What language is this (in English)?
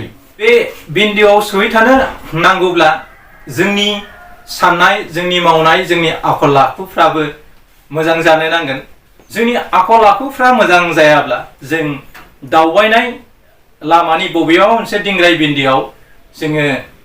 Bodo